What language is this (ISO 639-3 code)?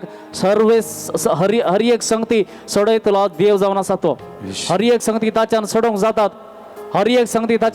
kok